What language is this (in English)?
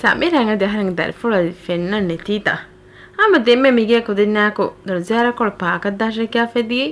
Divehi